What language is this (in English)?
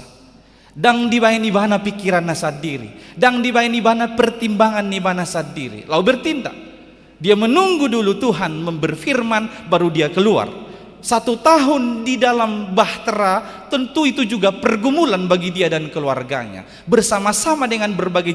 Batak Toba